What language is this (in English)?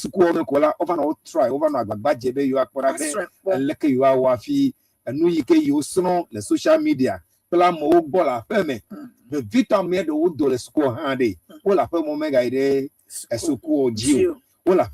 Ewe